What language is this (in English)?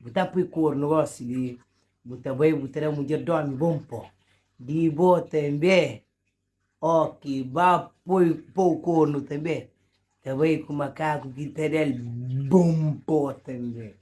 Kabuverdianu